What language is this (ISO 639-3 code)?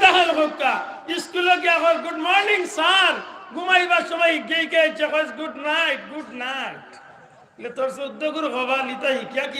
syl